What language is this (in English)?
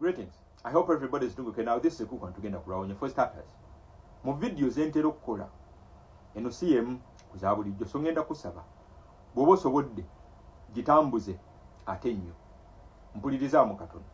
Ganda